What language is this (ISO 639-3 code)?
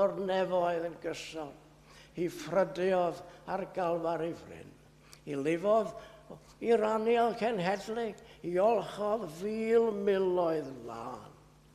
cym